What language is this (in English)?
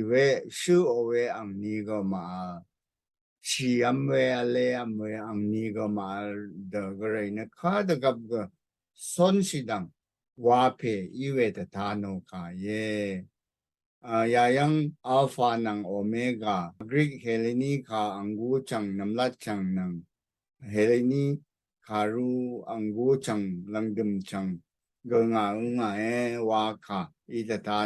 Rawang